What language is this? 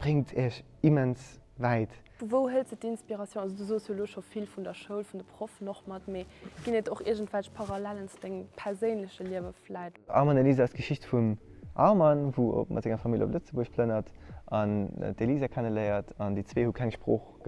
Luxembourgish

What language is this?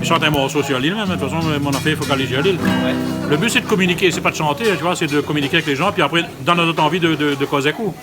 Réunion Creole French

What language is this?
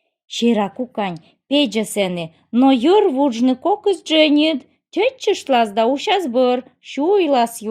Komi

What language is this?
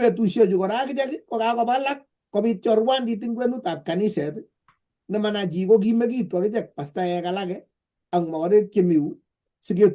Kalenjin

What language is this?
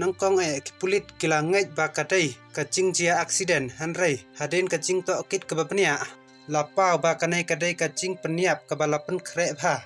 Khasi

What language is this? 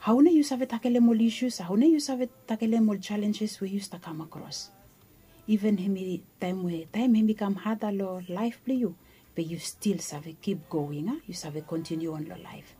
Bislama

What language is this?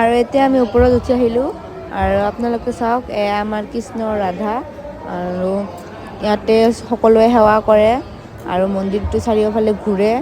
Assamese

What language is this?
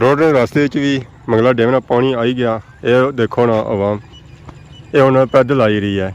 Pahari-Potwari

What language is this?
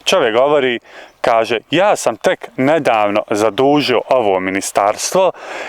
Bosnian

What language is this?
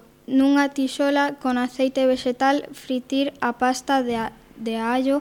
Galician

